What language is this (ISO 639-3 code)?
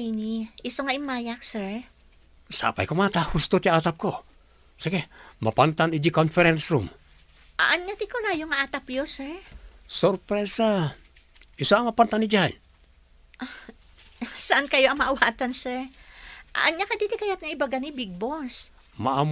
ilo